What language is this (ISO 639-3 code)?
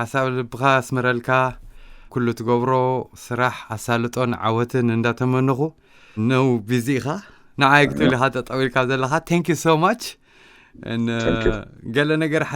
tir